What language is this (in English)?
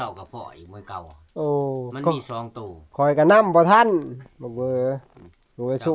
Northeastern Thai